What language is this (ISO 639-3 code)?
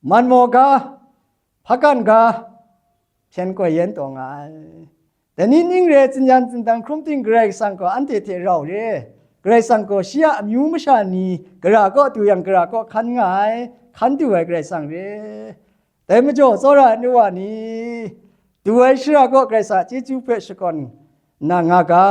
kac